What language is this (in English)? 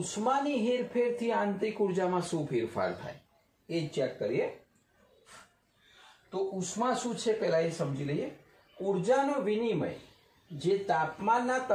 Gujarati